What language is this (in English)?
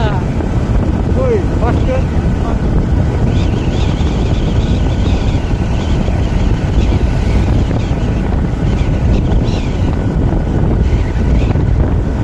Marathi